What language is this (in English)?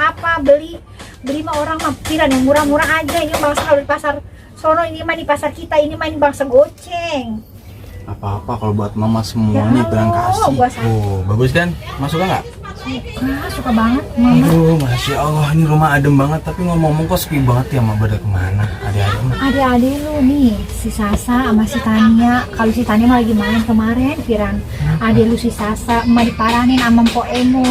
Betawi